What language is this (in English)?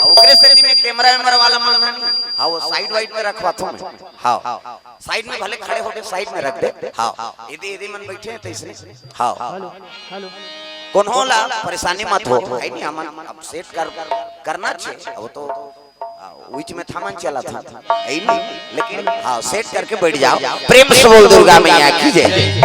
Chhattisgarhi